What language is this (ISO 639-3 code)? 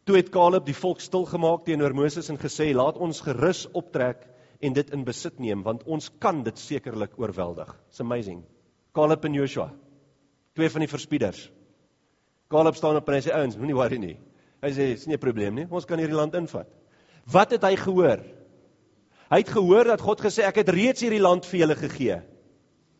afr